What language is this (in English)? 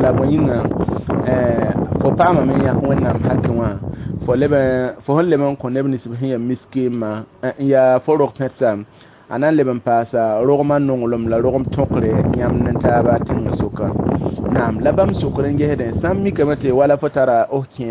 Mossi